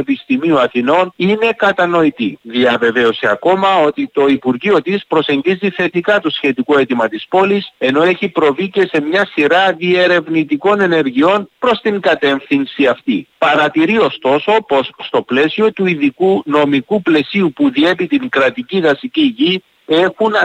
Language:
Greek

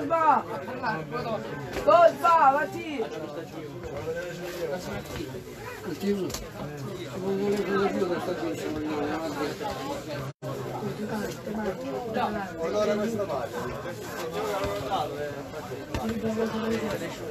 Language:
Italian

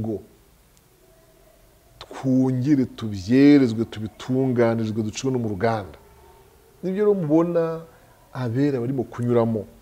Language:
Kinyarwanda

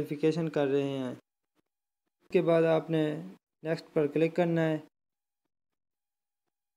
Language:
Urdu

